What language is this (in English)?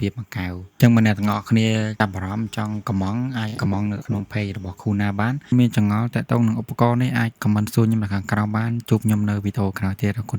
Khmer